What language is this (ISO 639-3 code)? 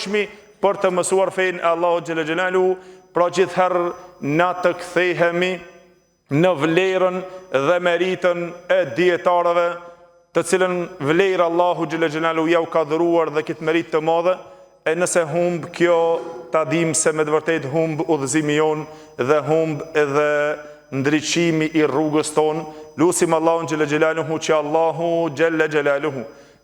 sqi